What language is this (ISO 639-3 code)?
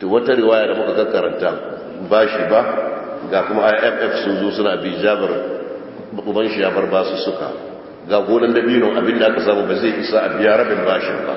hau